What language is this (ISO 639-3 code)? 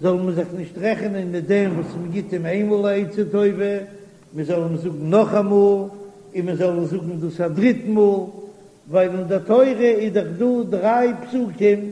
yid